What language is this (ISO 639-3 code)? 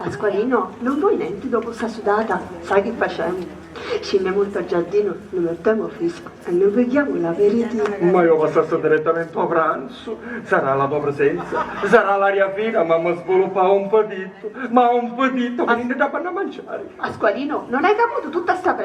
scn